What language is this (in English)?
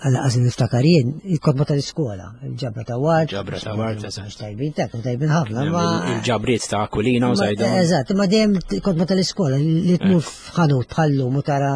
Maltese